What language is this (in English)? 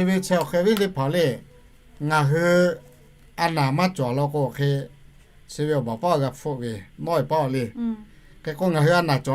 Lahu